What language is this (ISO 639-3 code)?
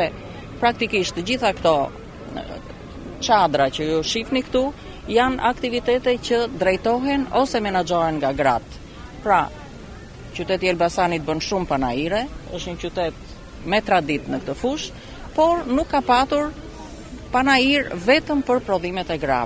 sqi